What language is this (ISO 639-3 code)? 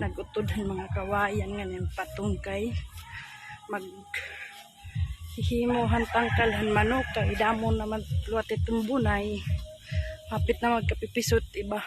war